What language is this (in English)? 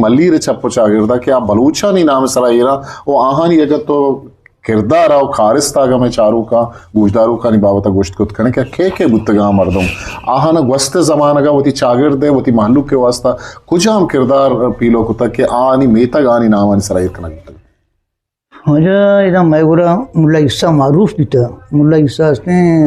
Eastern Balochi